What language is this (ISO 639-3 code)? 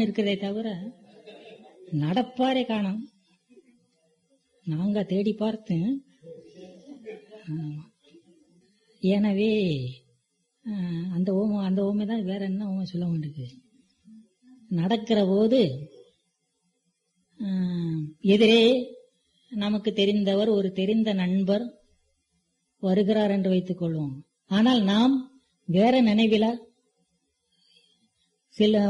tam